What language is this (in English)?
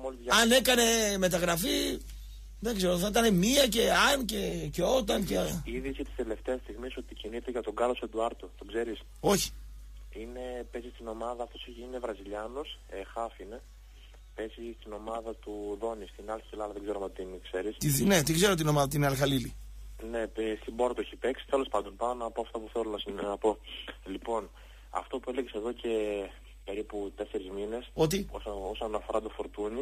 Greek